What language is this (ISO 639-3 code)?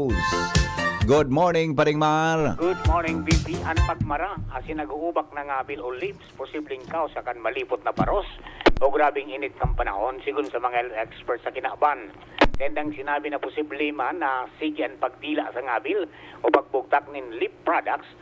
bik